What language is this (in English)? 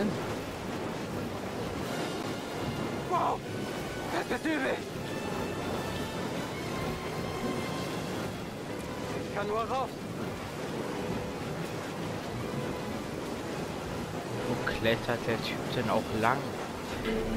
German